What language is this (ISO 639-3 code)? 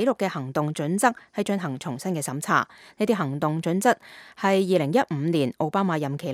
yue